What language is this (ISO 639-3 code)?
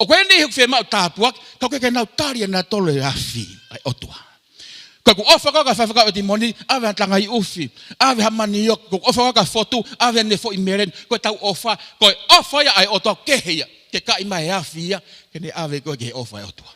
ton